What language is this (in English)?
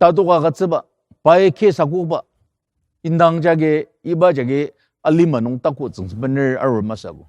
Ao Naga